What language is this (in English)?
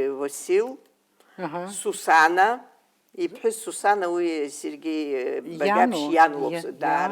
Abkhazian